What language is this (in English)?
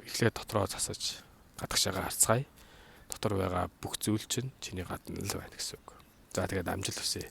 Mongolian